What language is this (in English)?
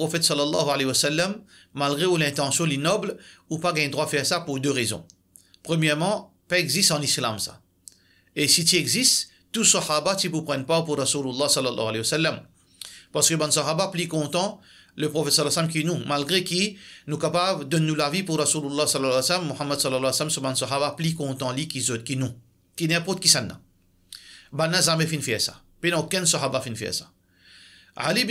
Morisyen